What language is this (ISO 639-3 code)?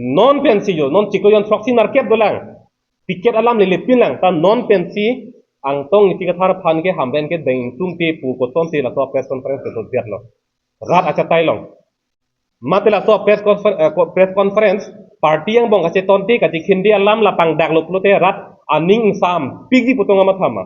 mjw